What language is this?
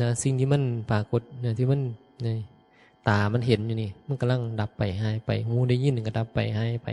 Northeastern Thai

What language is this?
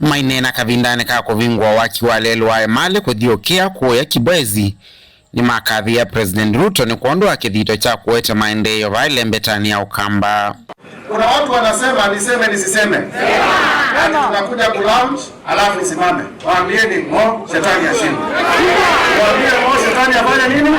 Kamba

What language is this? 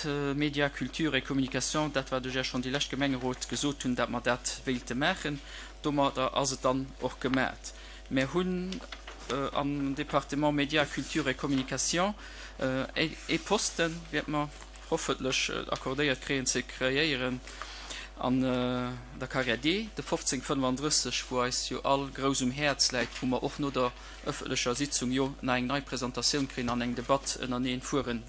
Luxembourgish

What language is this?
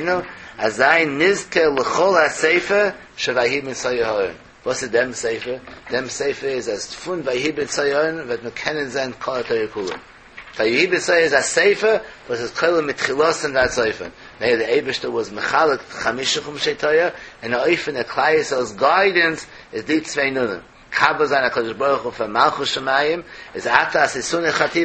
Yiddish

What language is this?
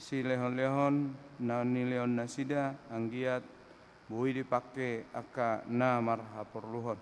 Batak Toba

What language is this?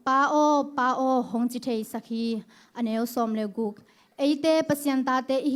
Tedim Chin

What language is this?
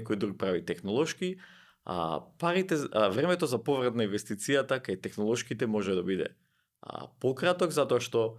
Macedonian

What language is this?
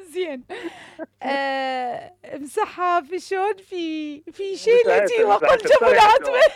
Mesopotamian Arabic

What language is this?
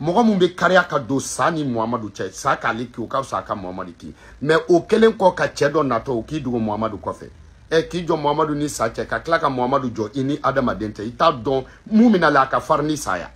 Bambara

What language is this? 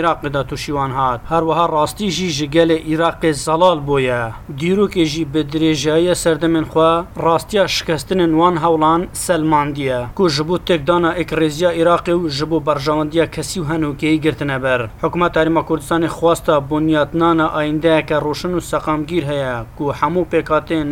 Kurdish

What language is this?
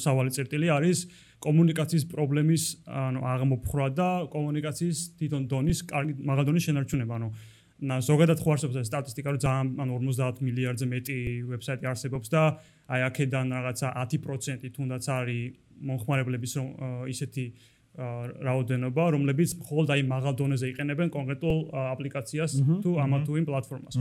Georgian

